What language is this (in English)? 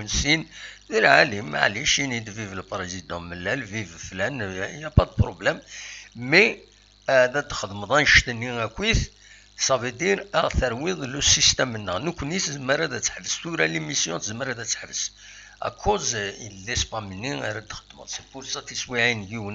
Kabyle